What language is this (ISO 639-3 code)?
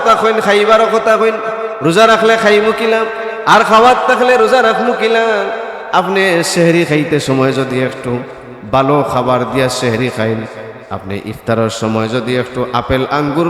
syl